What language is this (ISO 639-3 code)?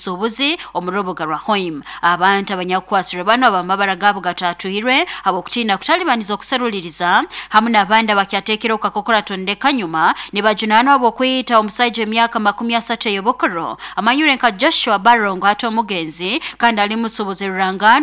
nyo